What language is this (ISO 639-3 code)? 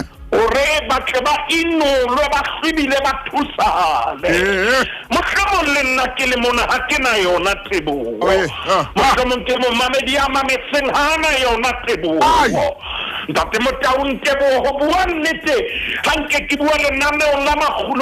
sot